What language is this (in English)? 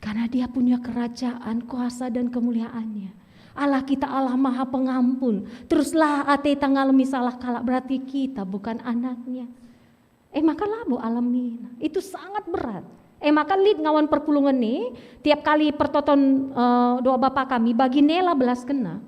Batak Karo